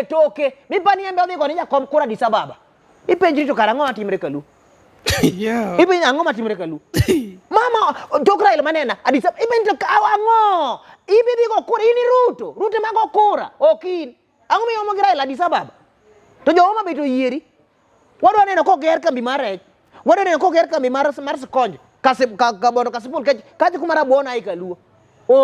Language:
Luo (Kenya and Tanzania)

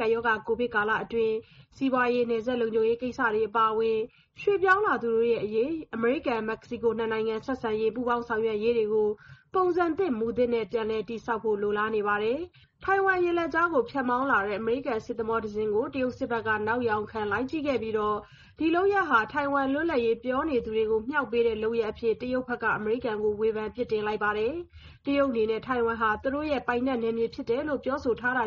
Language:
Burmese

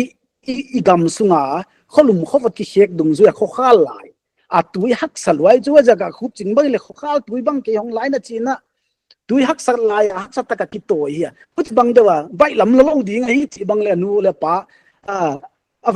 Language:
Paite Chin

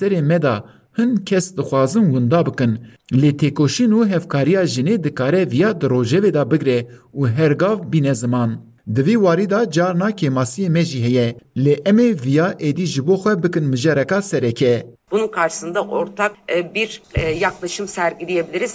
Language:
Kurdish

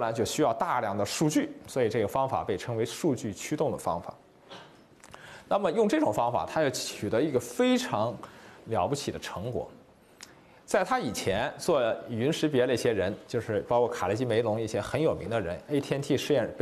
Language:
Chinese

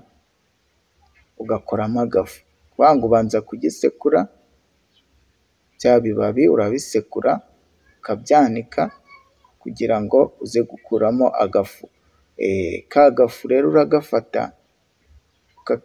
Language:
Kinyarwanda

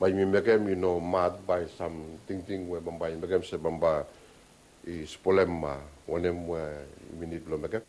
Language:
Bislama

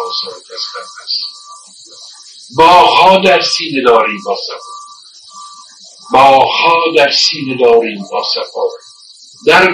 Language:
Persian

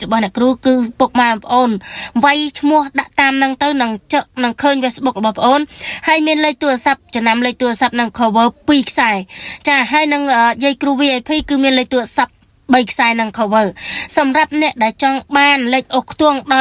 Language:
Khmer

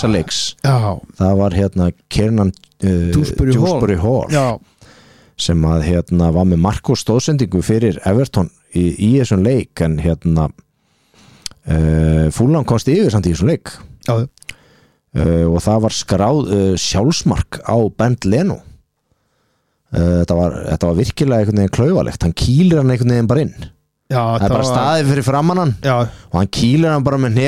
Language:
Icelandic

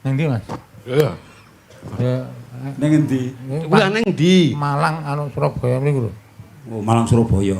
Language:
Javanese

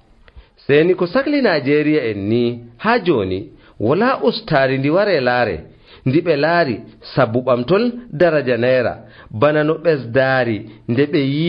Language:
Nigerian Fulfulde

